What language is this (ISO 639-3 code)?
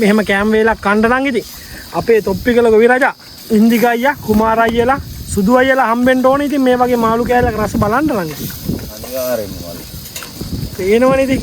sin